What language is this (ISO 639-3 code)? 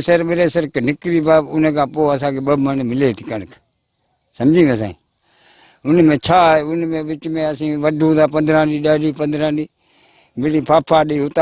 snd